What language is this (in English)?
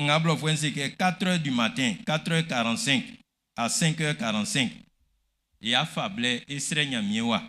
Baoulé